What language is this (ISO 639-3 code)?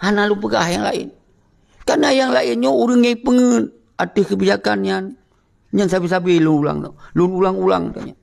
ace